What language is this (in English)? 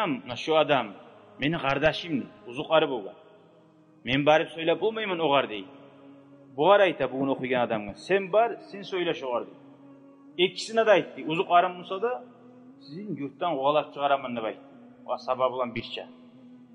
Kumyk